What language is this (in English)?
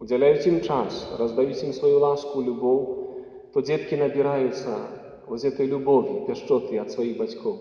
Belarusian